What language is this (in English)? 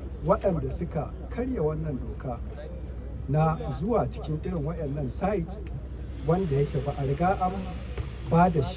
Hausa